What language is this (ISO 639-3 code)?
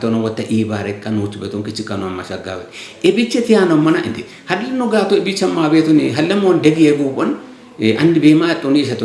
kbr